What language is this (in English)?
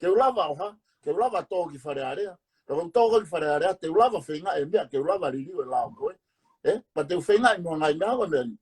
Tongan